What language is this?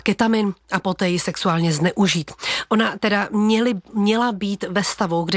Czech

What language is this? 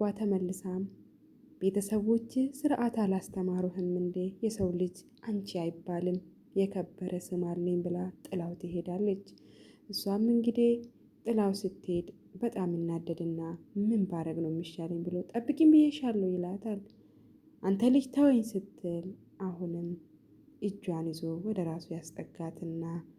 Amharic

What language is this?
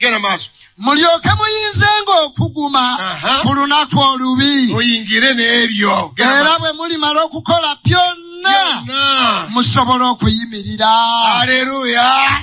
Ganda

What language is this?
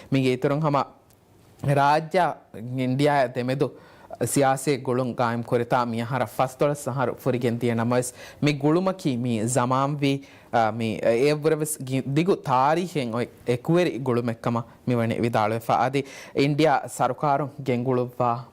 Divehi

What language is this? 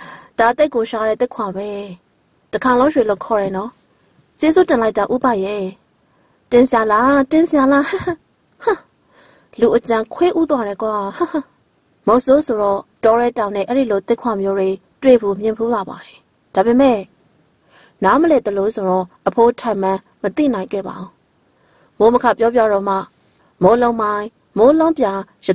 Burmese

